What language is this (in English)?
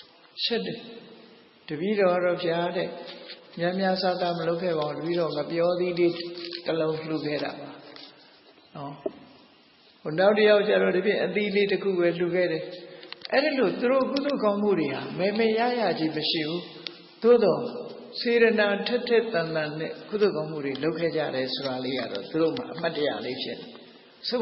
Burmese